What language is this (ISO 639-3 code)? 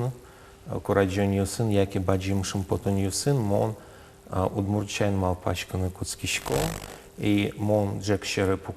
udm